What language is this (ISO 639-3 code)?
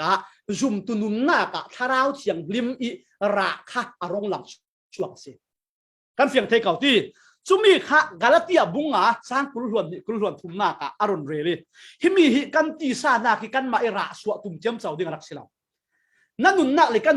cfm